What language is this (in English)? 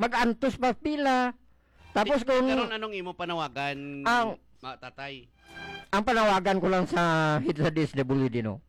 Hiligaynon